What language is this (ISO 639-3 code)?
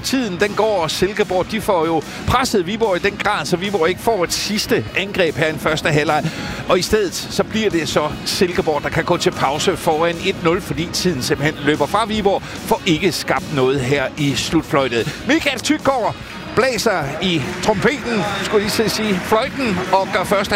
dan